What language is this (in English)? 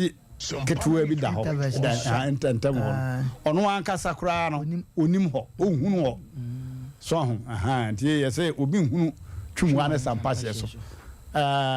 Akan